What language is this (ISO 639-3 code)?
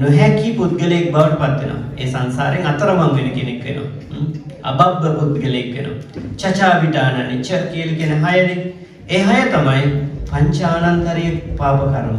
sin